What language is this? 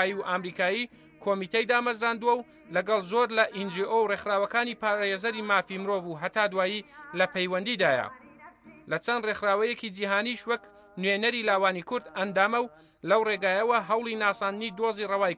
Central Kurdish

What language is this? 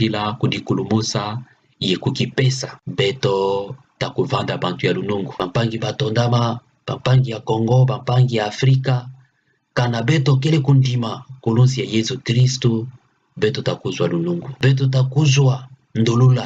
Kituba (Democratic Republic of Congo)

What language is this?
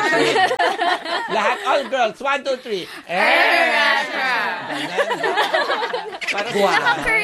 Filipino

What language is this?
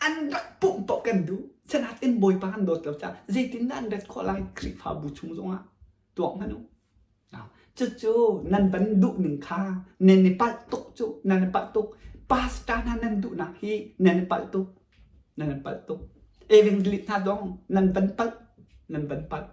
Hakha Chin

